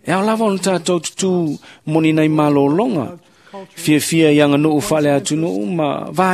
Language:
Samoan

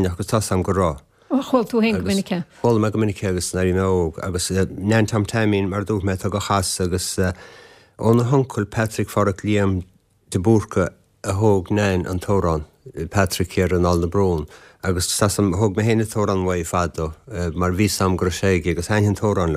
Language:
Irish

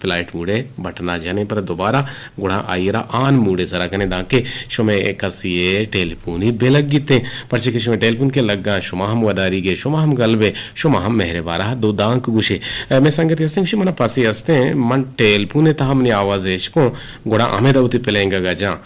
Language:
Eastern Balochi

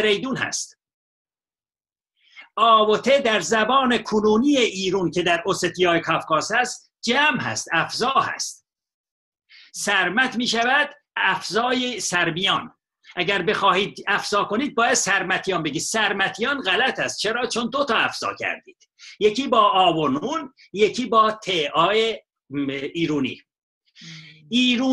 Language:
Persian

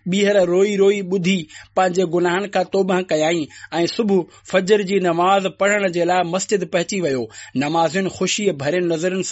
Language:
Sindhi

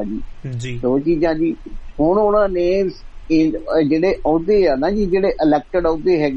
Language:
Punjabi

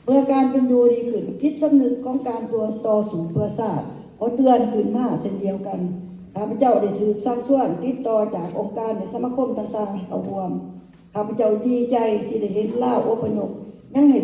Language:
Lao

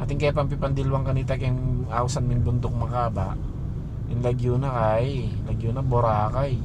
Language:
Pampanga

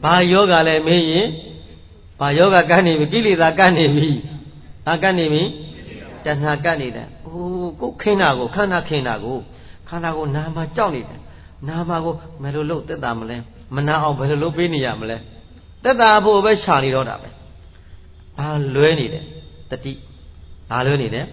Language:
Burmese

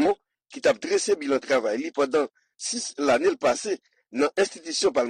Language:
Haitian Creole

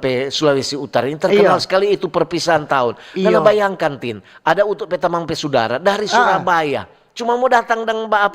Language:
Manado Malay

